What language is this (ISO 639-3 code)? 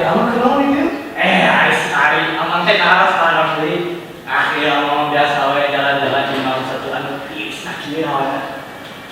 sun